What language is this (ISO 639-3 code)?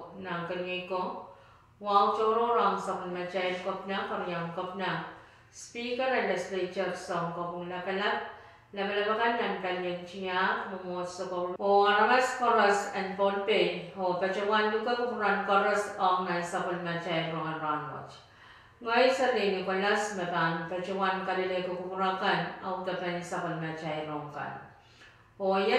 pon